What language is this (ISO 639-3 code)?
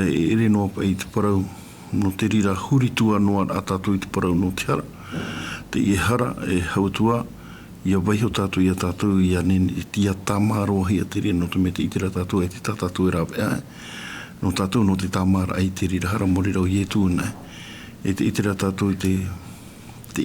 tah